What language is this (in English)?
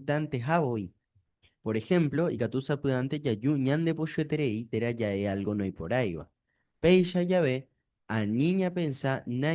Guarani